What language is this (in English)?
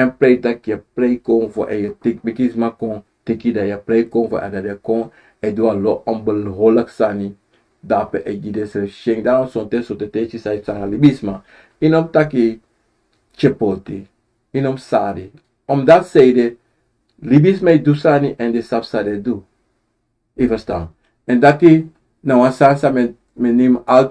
Sranan Tongo